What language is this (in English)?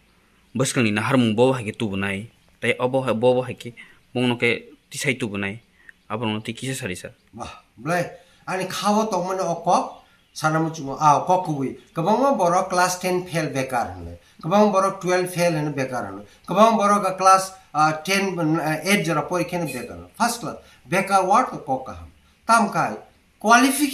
Kok Borok